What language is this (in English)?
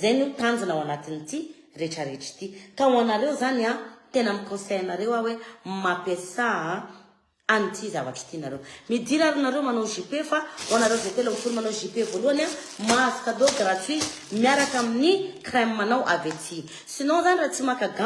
Malagasy